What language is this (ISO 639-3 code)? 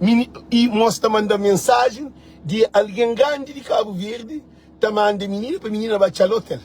kea